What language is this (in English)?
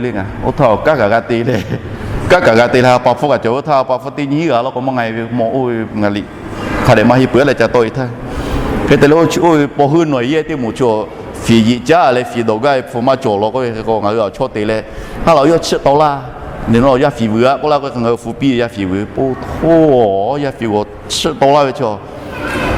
Lahu